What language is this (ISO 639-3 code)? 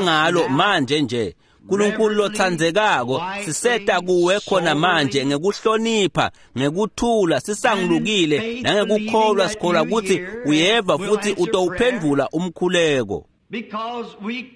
ssw